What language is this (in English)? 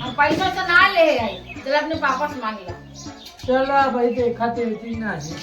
Awadhi